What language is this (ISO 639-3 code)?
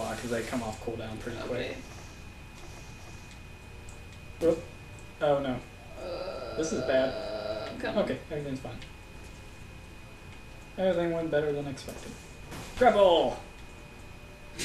eng